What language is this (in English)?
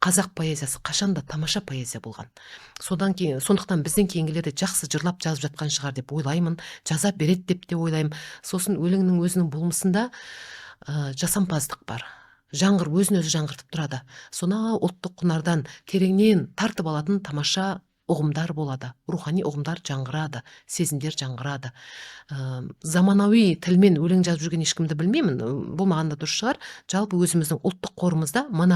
Kazakh